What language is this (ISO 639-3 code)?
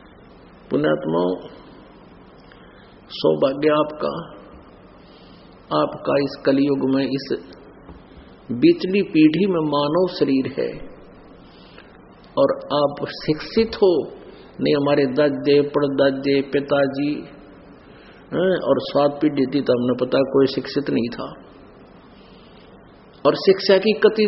hin